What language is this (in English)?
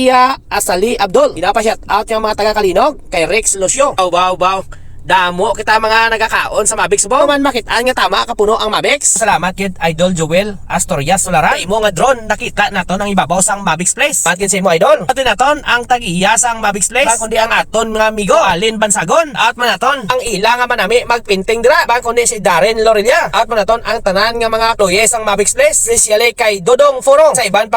Hiligaynon